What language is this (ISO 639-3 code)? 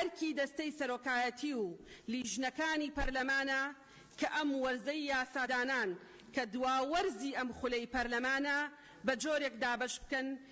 ckb